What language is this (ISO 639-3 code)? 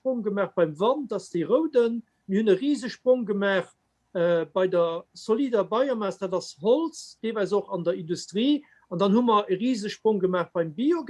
ltz